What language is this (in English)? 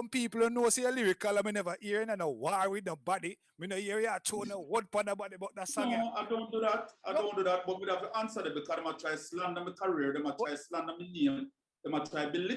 Jamaican Creole English